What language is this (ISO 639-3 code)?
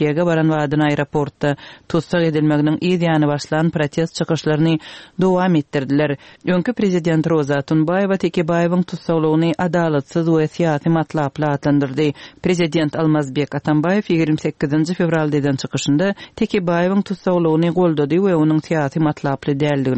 tuk